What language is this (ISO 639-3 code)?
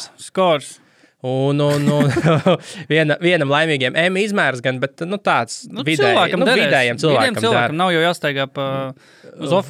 lav